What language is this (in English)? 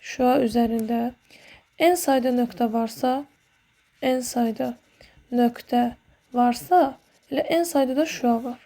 Azerbaijani